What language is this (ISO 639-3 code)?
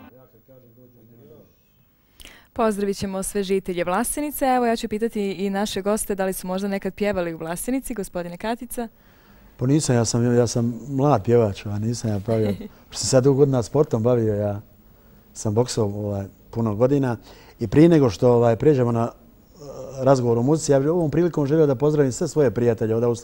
bos